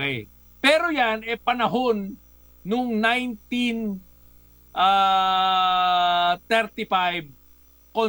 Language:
Filipino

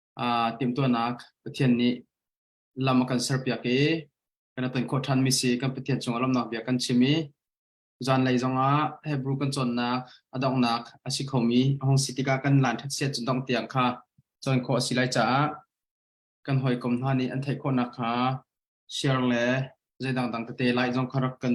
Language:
Hakha Chin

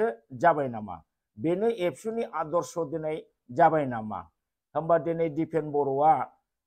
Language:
Bodo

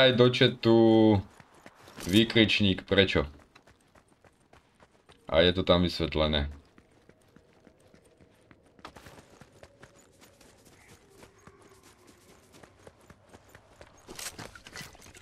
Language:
Slovak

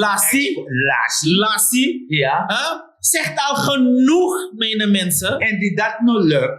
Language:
Sranan Tongo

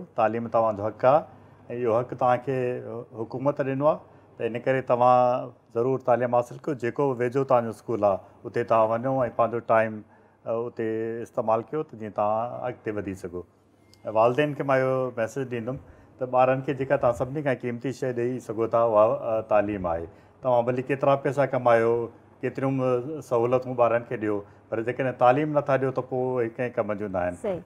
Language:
Sindhi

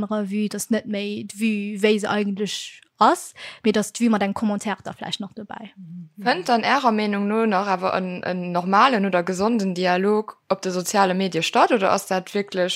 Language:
Luxembourgish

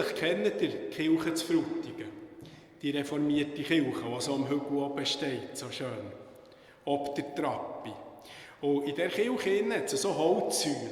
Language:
Swiss German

